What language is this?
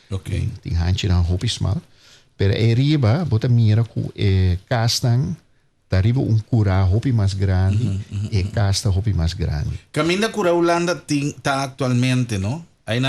Papiamento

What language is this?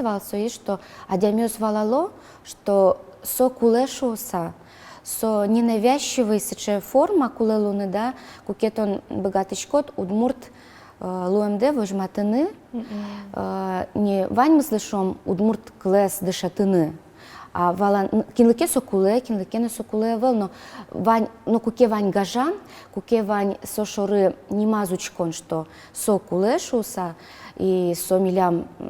Udmurt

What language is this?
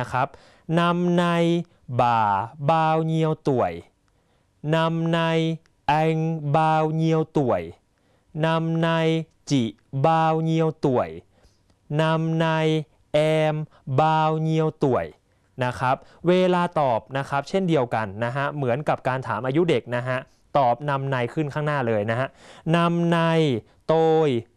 Thai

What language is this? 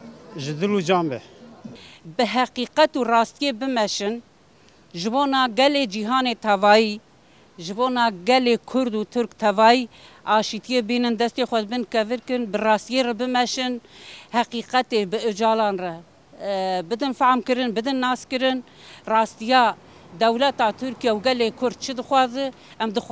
Kurdish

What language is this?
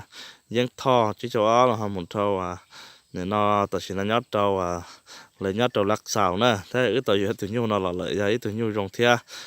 Hmong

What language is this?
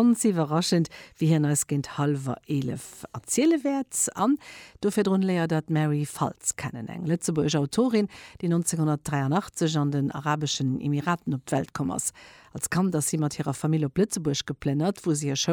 Luxembourgish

